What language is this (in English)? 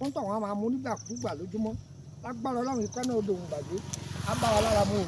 Yoruba